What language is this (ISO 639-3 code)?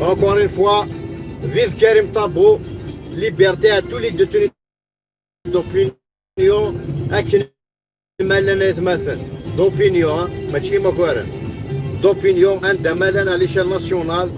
kab